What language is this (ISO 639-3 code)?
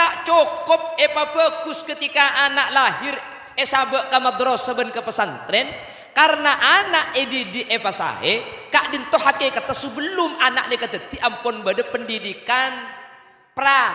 mad